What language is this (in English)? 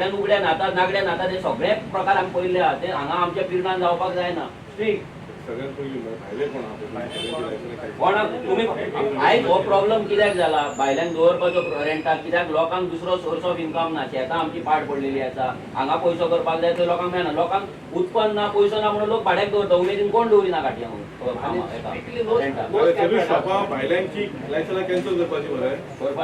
Konkani